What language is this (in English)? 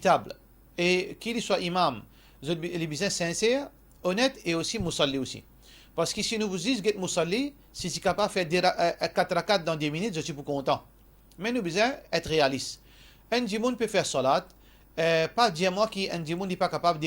Morisyen